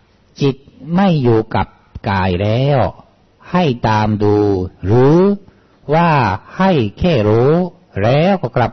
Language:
Thai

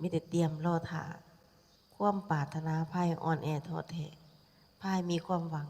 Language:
Lao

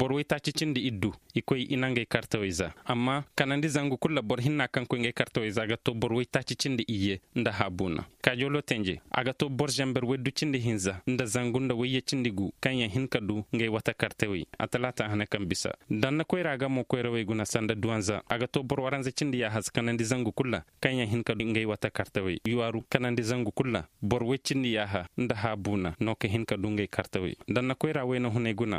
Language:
Zarma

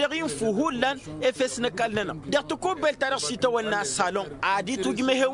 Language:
Tamasheq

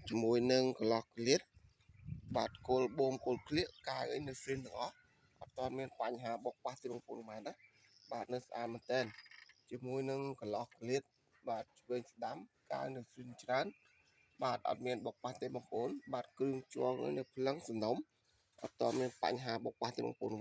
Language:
Khmer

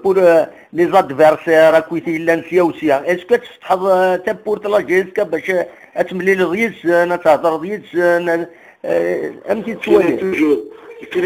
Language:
Kabyle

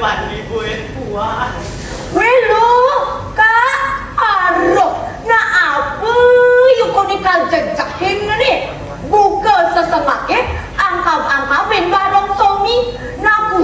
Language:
Balinese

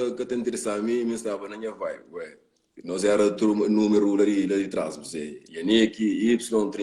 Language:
Kabuverdianu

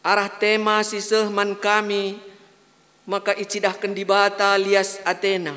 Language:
Batak Karo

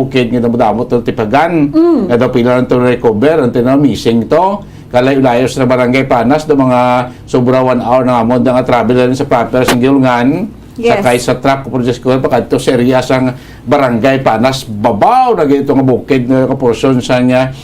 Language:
Hiligaynon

